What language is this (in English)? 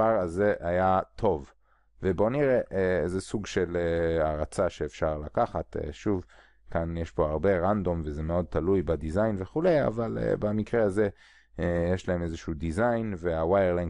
Hebrew